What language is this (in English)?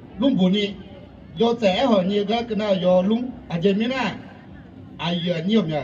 Akha